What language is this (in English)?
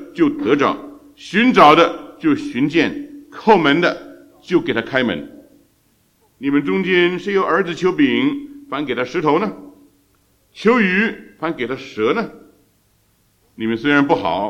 Chinese